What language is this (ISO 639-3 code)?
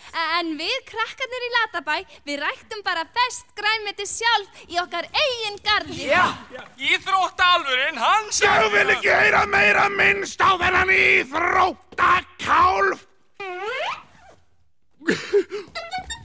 isl